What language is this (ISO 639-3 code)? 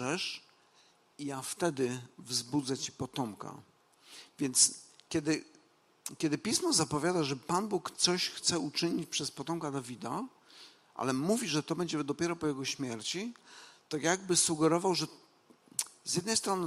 pol